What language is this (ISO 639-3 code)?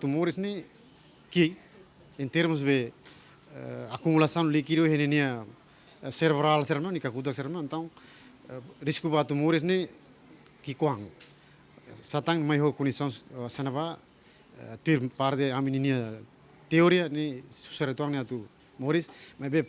tet